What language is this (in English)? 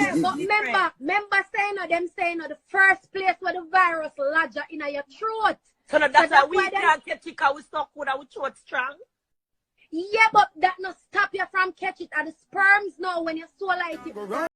Jamaican Creole English